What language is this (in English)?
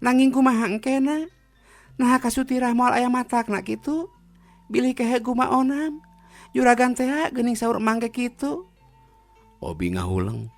Sundanese